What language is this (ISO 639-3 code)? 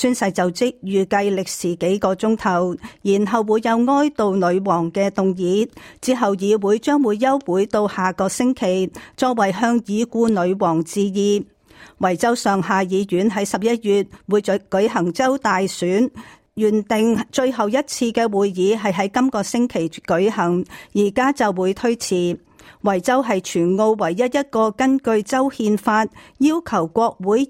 yue